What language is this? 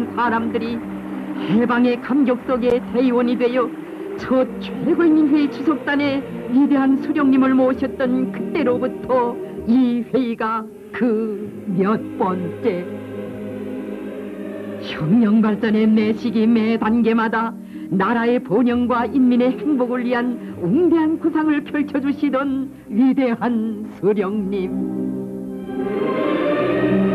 Korean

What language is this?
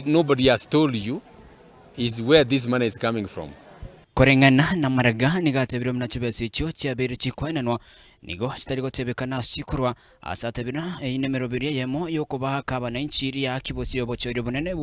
Gusii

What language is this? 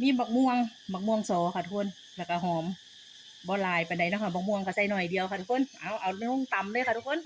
Northeastern Thai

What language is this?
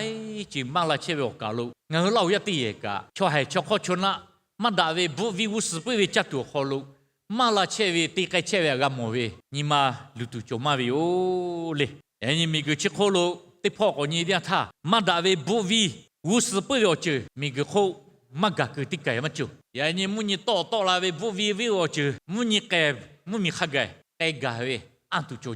Lahu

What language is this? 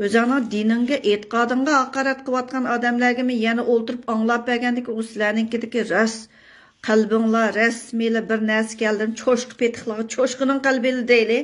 Uyghur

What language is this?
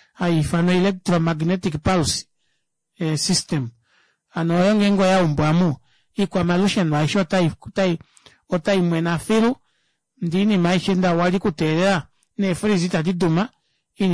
Kuanyama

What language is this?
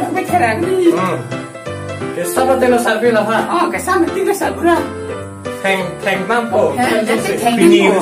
Karbi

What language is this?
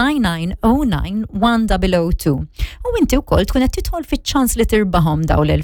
Maltese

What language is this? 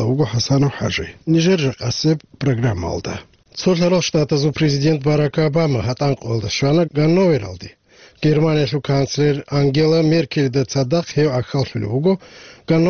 Avaric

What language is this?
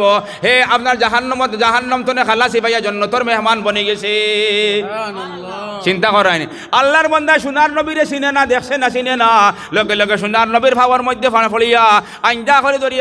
Sylheti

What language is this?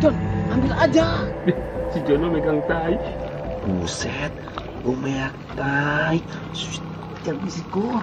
Betawi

